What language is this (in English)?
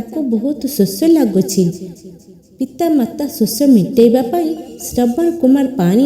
Odia